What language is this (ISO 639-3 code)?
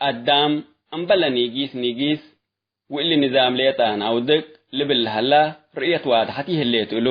tig